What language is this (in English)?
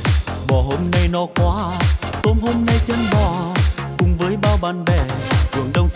Vietnamese